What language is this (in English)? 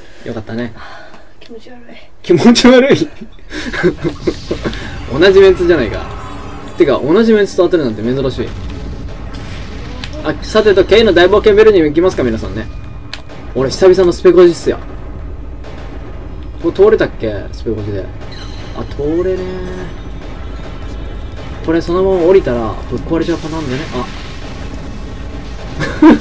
Japanese